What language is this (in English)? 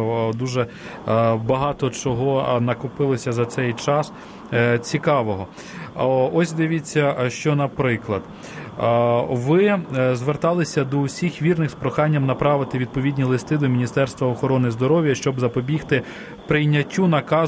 Ukrainian